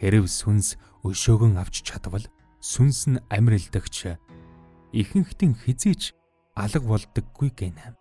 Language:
Mongolian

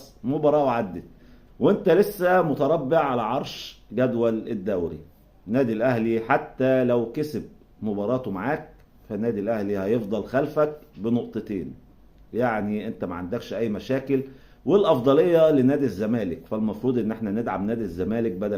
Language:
Egyptian Arabic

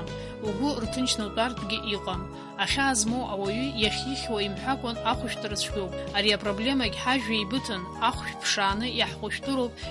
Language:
Abkhazian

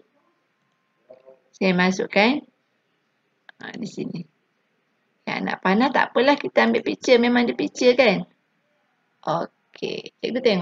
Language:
Malay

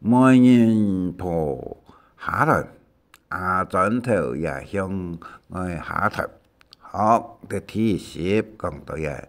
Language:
Hakka Chinese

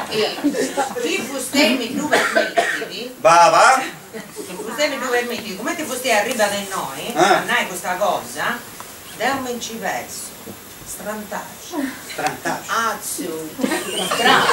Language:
Sardinian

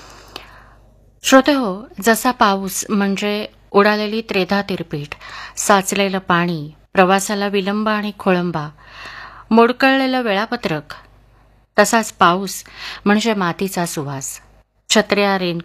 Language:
Marathi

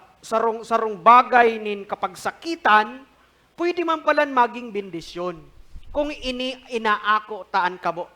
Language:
Bikol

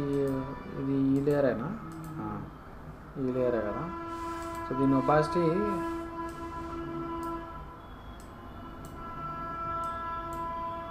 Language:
Telugu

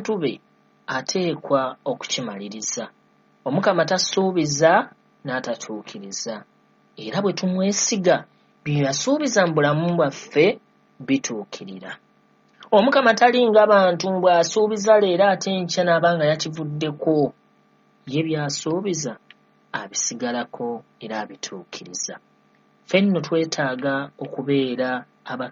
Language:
Ganda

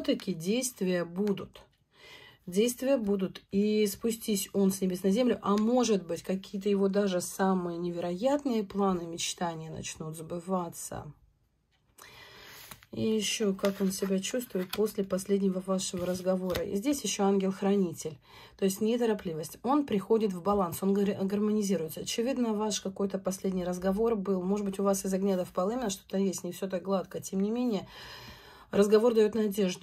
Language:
Russian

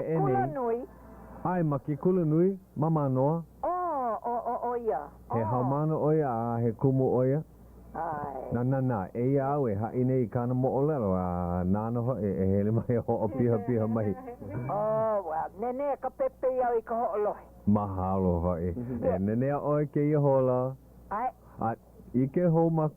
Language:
Hawaiian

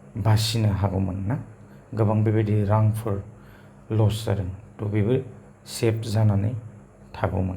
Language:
Bodo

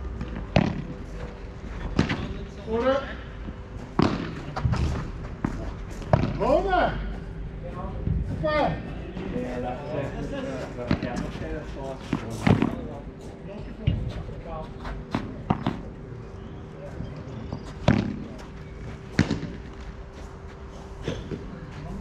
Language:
Dutch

